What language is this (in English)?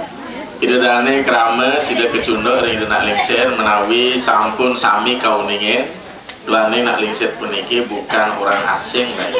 Balinese